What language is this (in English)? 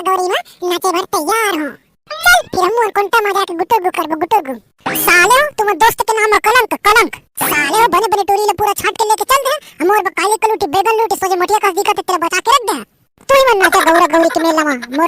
Chhattisgarhi